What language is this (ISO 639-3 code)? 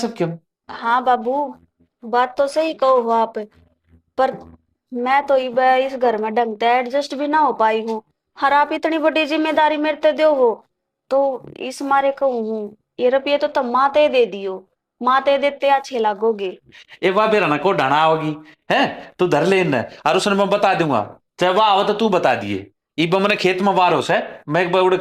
bgc